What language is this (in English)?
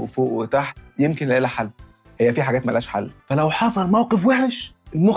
Egyptian Arabic